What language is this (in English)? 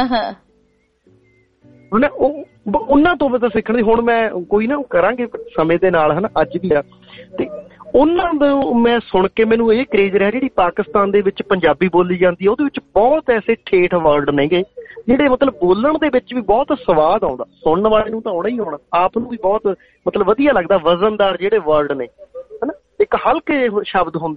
Punjabi